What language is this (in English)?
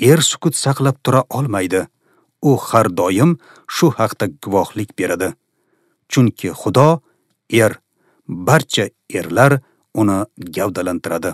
Uzbek